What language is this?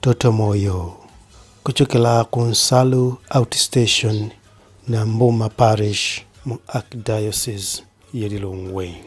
Nyanja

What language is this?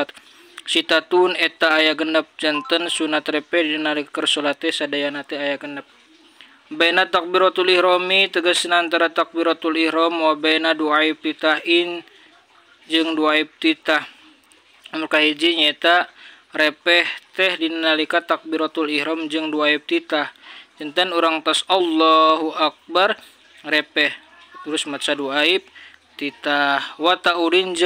Sundanese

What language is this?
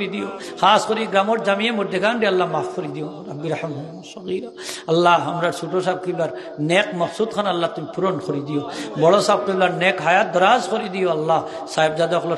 Sylheti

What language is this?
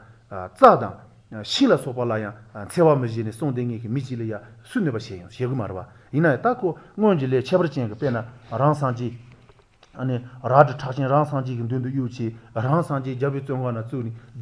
Latvian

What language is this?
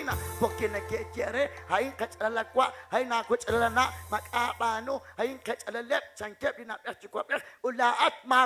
Kekchí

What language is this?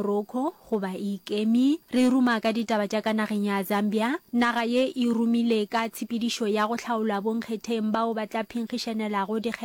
Northern Sotho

